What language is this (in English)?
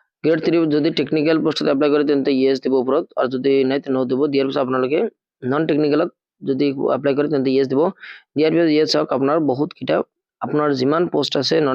Assamese